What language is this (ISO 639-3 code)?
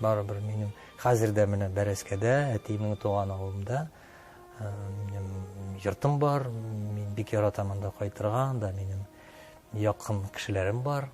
tat